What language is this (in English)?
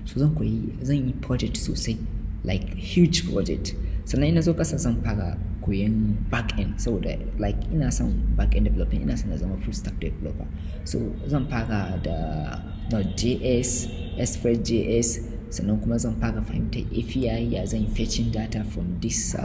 Hausa